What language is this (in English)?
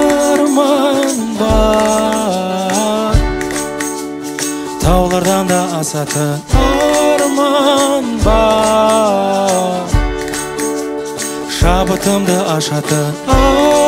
Kazakh